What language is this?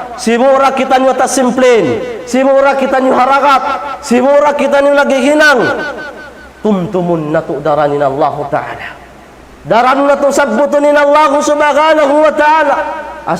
Tausug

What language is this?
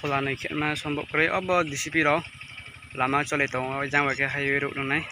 Riang (India)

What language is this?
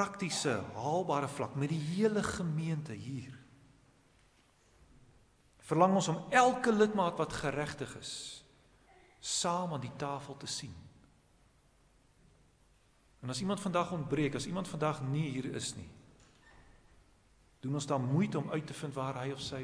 Afrikaans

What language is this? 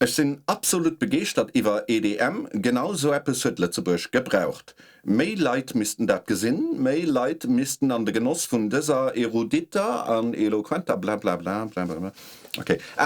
Luxembourgish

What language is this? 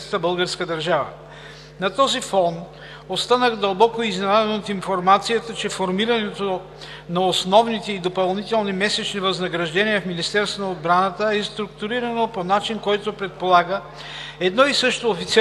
Bulgarian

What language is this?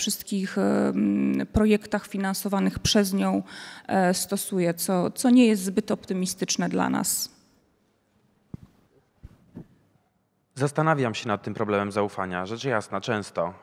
Polish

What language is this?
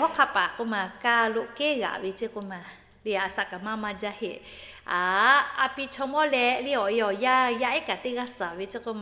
Lahu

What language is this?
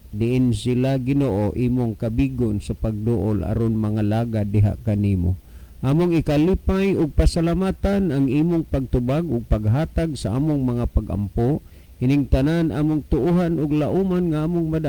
Cebuano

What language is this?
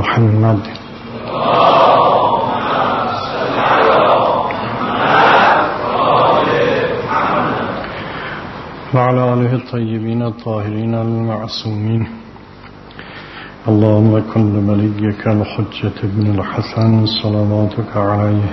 Persian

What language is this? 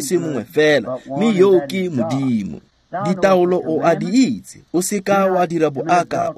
Tswana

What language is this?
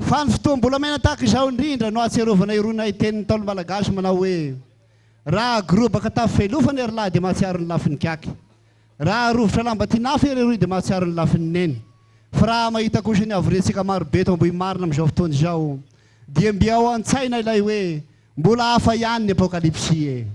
Malagasy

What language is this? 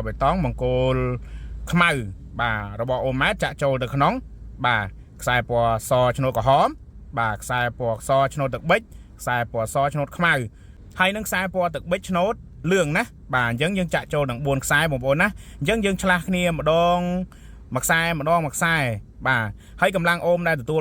Khmer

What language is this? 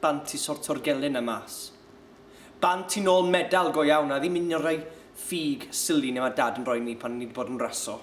Welsh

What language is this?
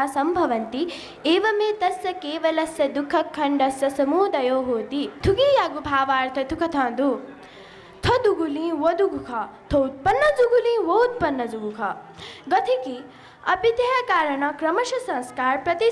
Newari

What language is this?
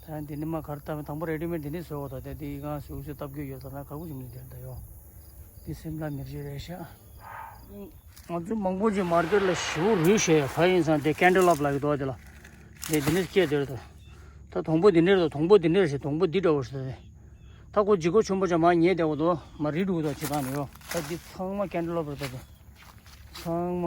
Tibetan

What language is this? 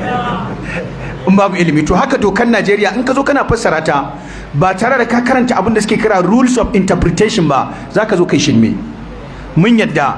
Hausa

